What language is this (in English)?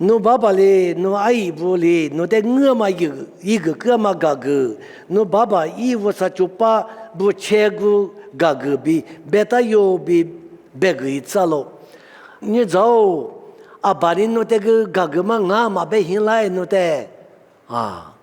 Lisu